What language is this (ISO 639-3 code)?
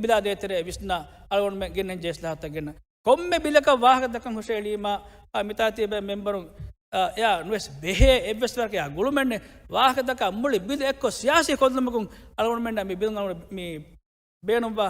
div